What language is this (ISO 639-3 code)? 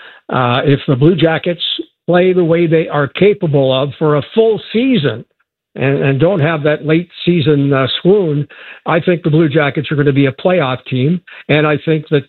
eng